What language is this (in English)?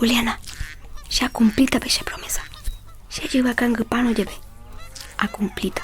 Guarani